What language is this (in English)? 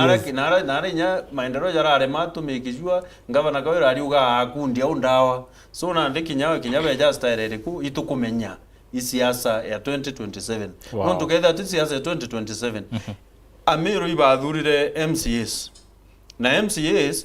Meru